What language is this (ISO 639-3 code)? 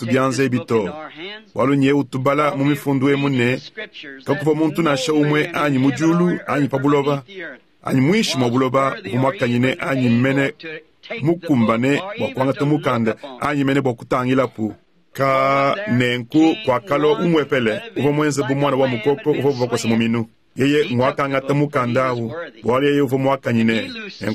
lua